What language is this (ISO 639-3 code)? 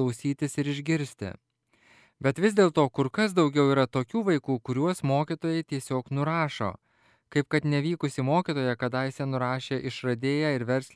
lit